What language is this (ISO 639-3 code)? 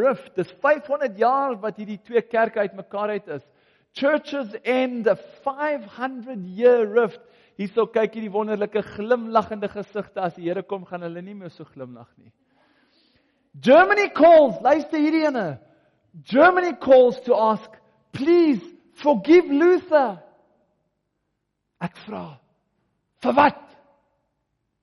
afr